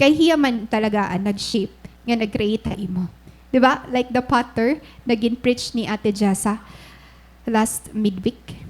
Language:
Waray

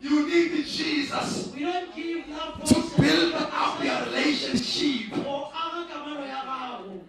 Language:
Northern Sotho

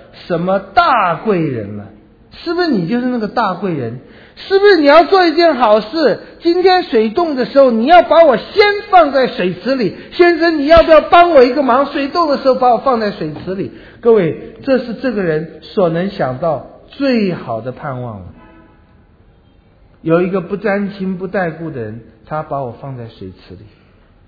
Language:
Chinese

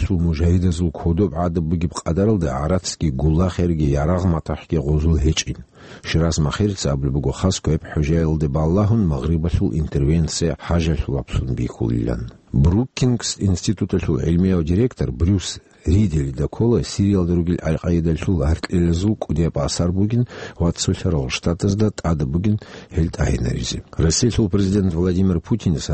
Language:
Avaric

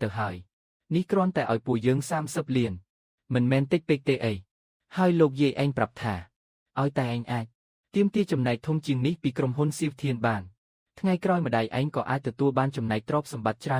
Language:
Khmer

